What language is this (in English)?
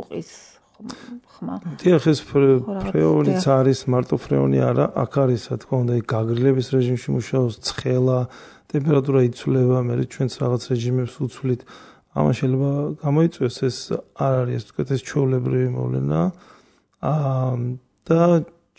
Georgian